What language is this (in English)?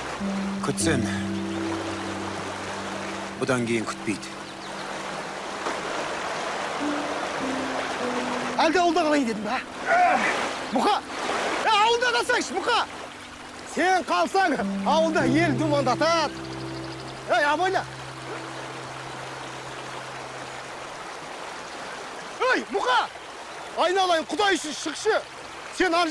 Kazakh